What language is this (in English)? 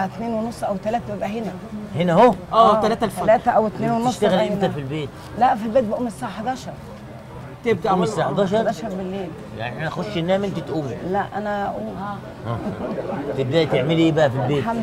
Egyptian Arabic